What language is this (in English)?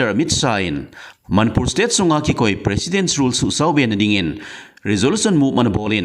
Thado Chin